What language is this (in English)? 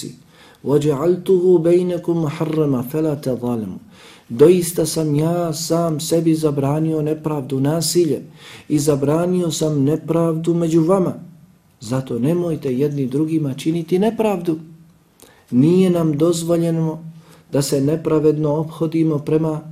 Bosnian